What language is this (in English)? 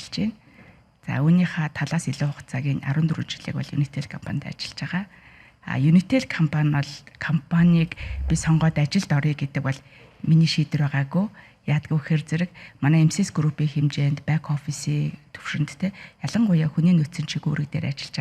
Mongolian